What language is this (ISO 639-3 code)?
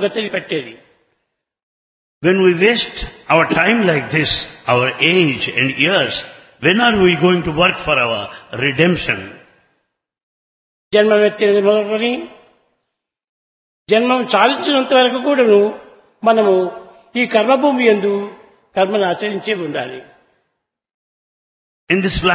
tel